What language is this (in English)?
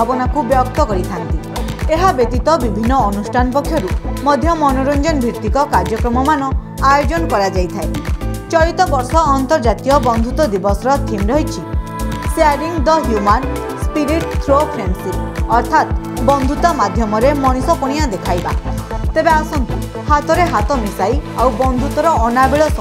Odia